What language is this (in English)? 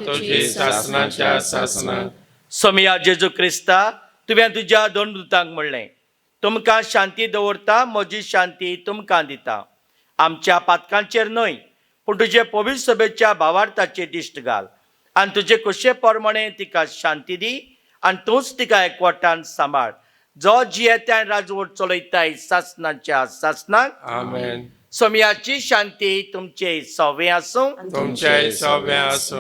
Konkani